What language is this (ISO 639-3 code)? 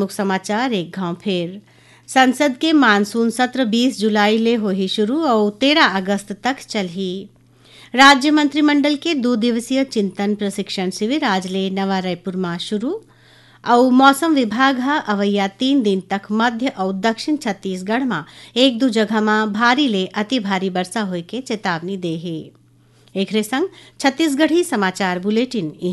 hne